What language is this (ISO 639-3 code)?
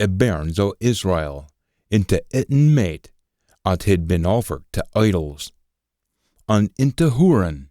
sco